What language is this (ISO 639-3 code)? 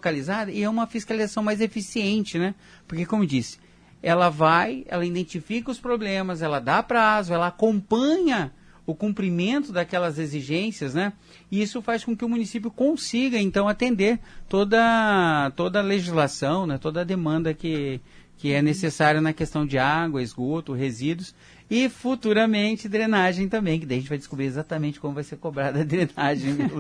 por